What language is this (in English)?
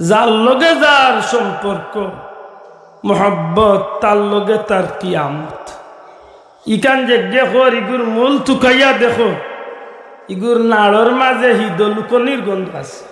Sylheti